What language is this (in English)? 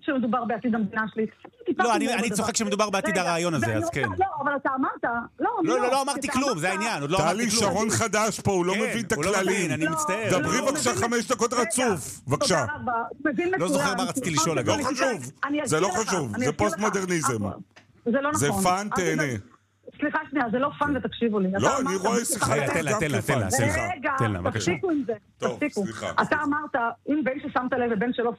Hebrew